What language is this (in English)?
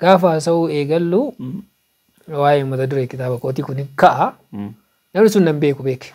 Oromo